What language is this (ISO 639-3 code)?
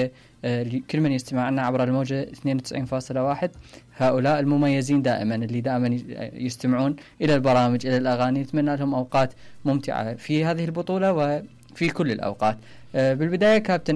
acm